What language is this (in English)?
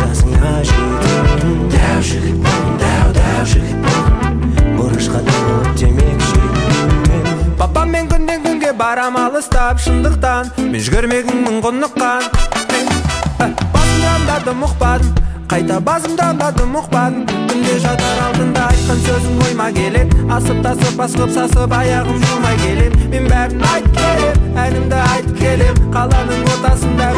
Kazakh